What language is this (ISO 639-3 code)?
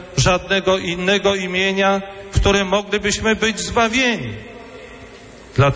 pol